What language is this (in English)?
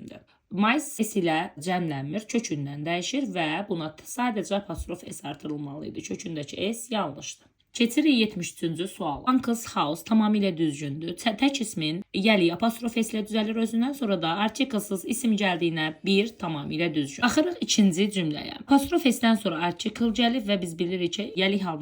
Azerbaijani